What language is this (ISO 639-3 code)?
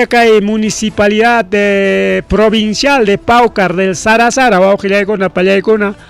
quy